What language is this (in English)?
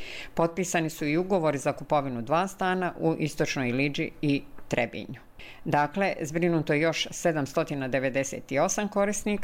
Bosnian